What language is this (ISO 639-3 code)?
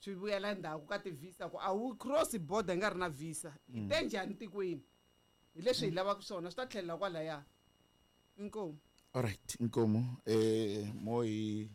tso